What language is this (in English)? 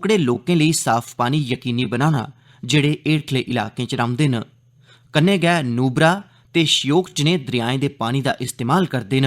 Dogri